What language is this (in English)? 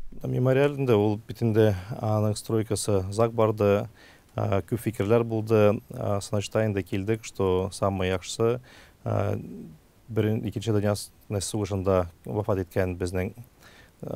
Tatar